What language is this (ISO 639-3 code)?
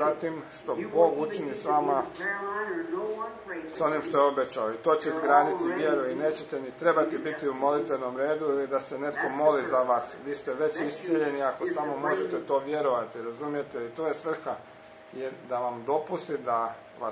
hrv